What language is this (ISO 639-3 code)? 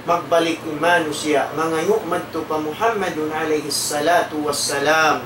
tsg